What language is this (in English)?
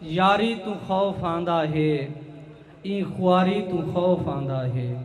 Saraiki